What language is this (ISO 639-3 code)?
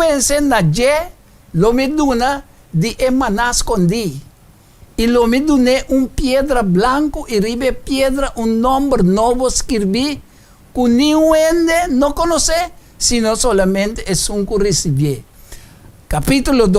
pap